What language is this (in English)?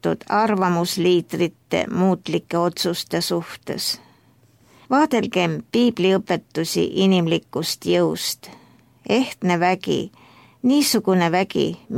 Estonian